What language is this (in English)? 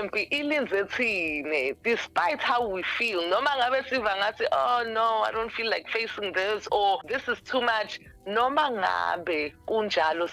Zulu